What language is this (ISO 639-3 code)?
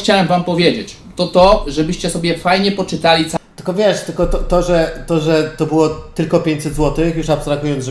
pol